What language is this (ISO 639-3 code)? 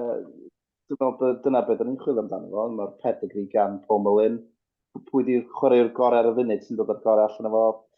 cym